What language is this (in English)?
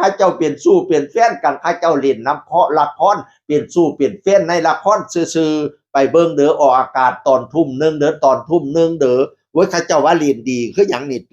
Northeastern Thai